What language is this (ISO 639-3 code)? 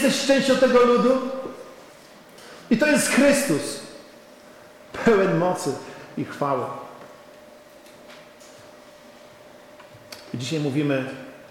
pol